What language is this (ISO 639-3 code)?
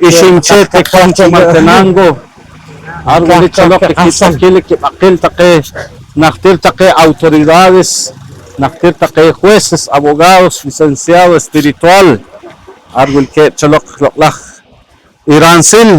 poh